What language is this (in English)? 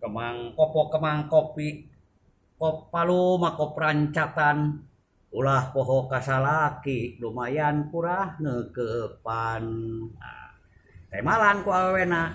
Sundanese